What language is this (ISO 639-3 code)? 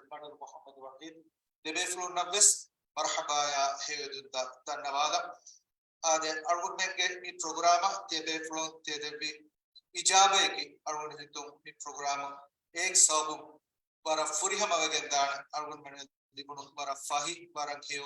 div